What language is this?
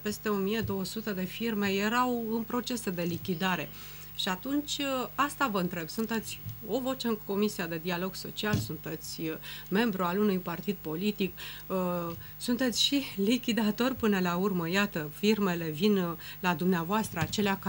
Romanian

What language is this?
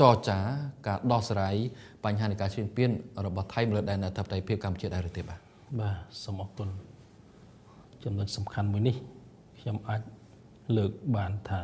Khmer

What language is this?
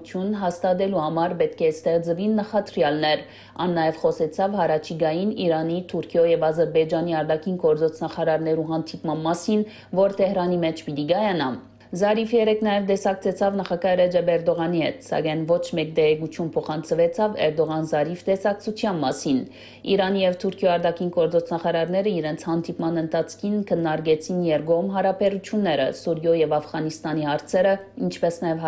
Western Armenian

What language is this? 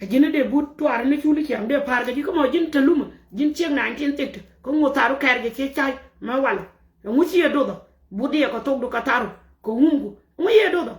Nuer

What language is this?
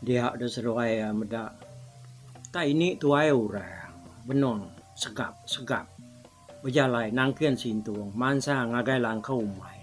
Iban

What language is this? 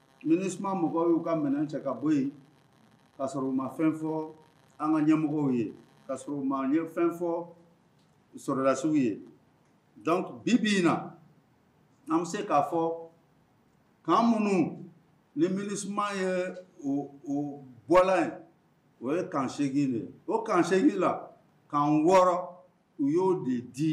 Bambara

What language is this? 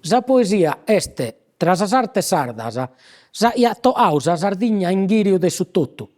Sardinian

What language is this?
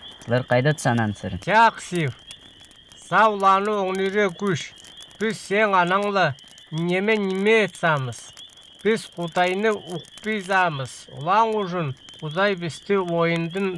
Northern Altai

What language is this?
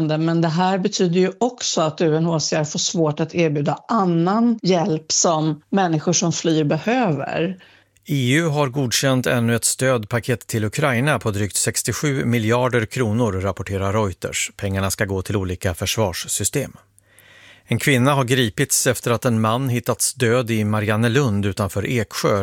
Swedish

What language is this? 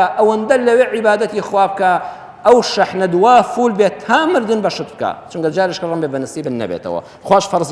Central Kurdish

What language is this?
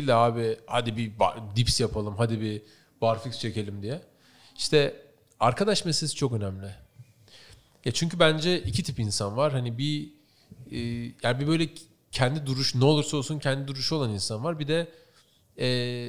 Turkish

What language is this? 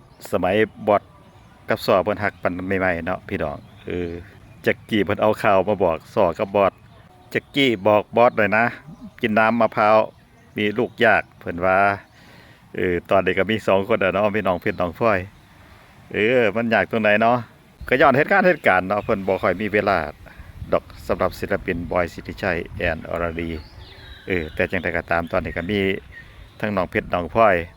Northeastern Thai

